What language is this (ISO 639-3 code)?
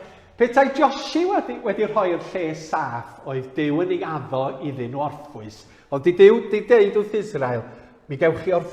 cym